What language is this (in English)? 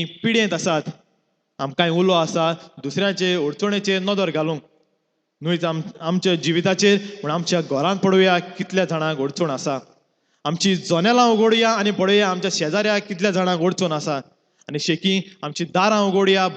Konkani